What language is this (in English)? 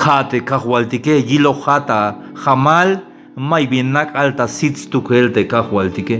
Tzeltal